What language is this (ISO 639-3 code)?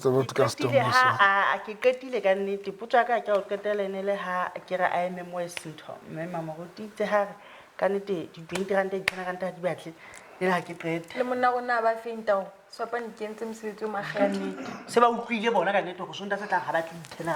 sot